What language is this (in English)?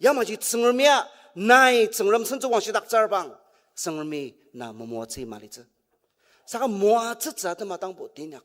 Ao Naga